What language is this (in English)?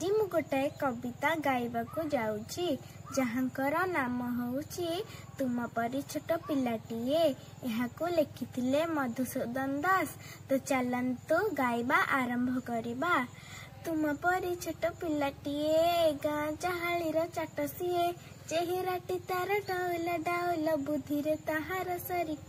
Odia